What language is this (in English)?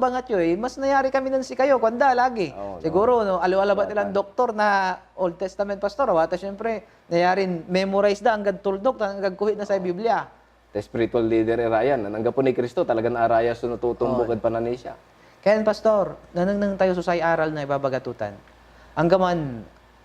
Pangasinan